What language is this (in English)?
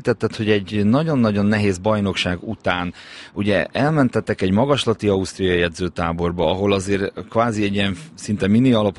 Hungarian